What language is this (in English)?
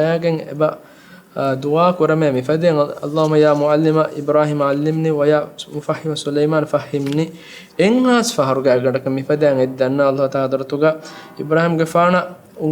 Divehi